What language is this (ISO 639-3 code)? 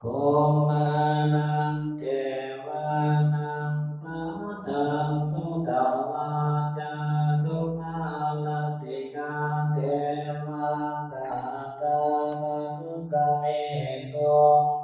pli